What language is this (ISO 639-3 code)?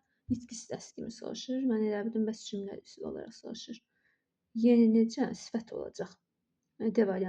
aze